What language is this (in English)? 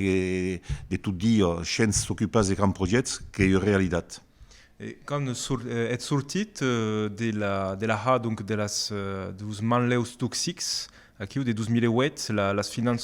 Occitan